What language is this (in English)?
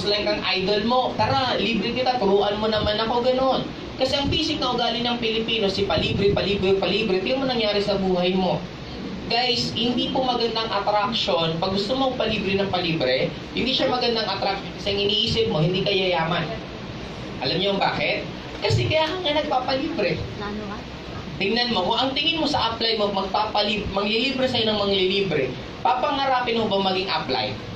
Filipino